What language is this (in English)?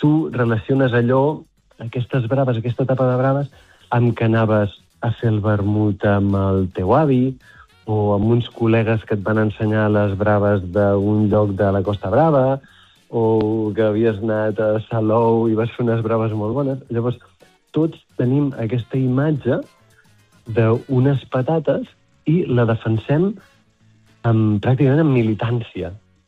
Catalan